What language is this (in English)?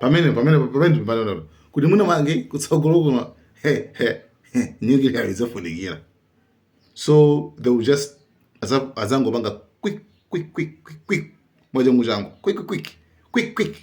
Nyanja